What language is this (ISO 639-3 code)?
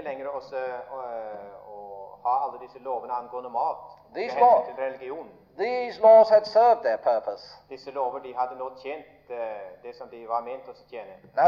nor